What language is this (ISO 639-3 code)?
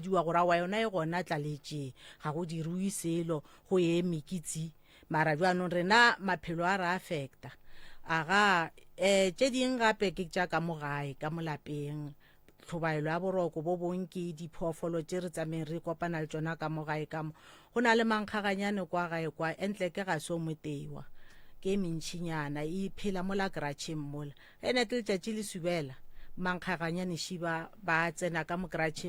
nso